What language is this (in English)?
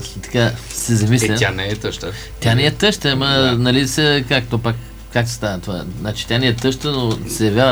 Bulgarian